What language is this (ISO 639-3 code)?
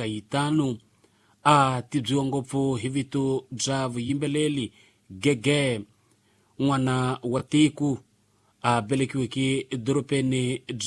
tso